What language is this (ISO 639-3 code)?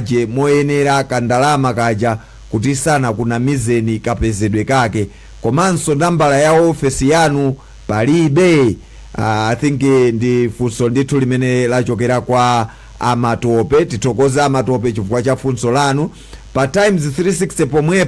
nya